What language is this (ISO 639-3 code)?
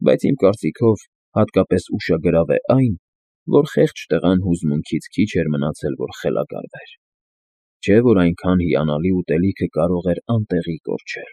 hye